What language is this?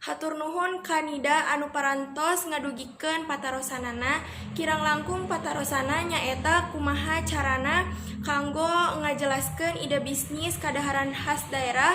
Sundanese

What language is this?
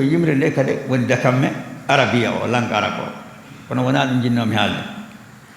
Fula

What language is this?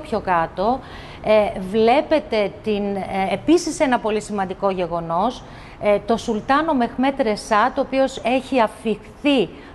Greek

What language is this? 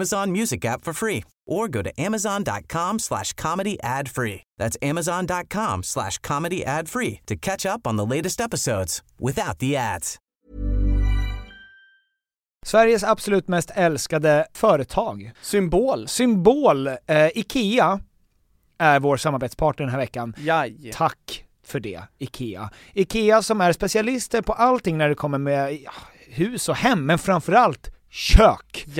Swedish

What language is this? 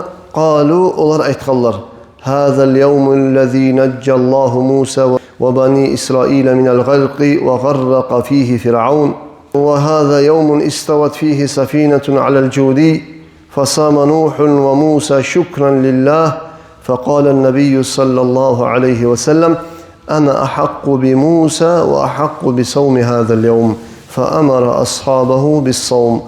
Kumyk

